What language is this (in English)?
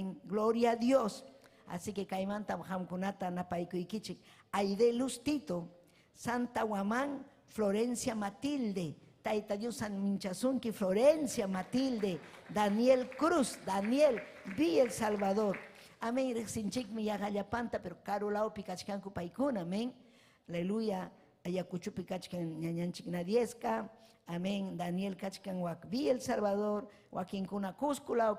Ayacucho Quechua